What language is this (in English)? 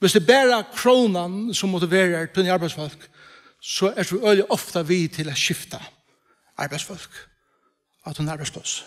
Faroese